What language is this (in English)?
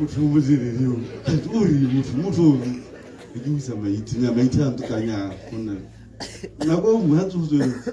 Tswana